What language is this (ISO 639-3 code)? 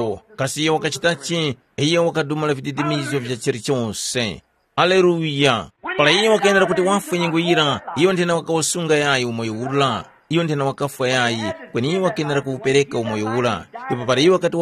tum